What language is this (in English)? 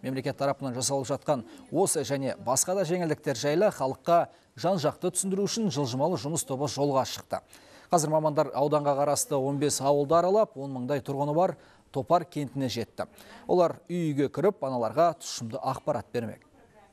Kazakh